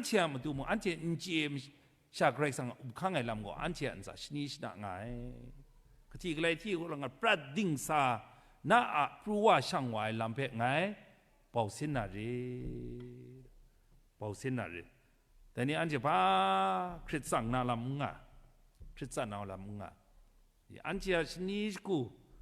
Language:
Kachin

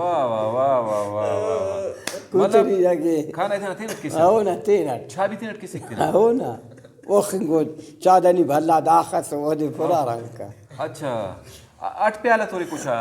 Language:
Brahui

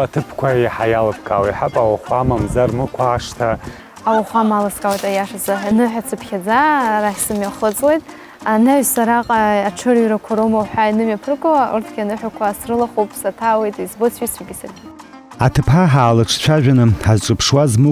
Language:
Abkhazian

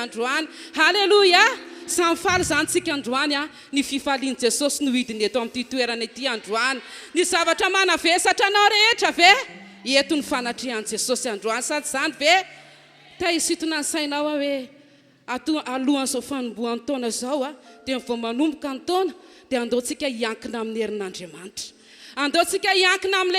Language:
Malagasy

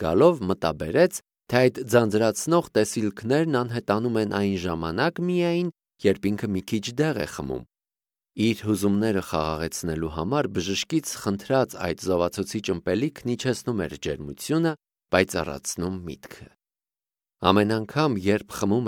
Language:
Armenian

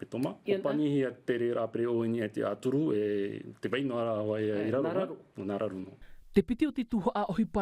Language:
Tahitian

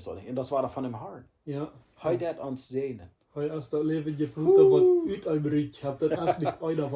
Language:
Plautdietsch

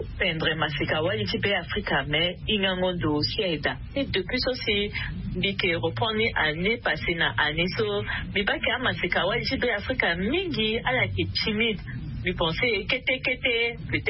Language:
Sango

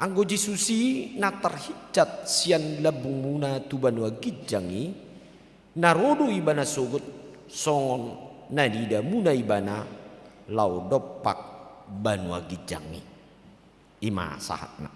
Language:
Batak Toba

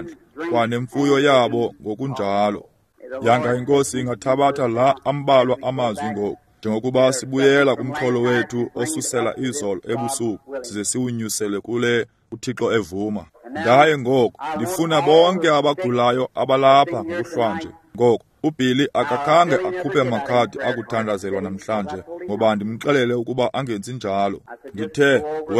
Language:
Xhosa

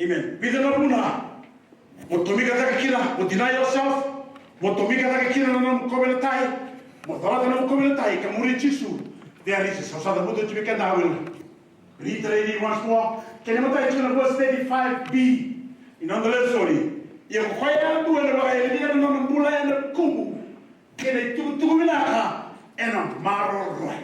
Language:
Fijian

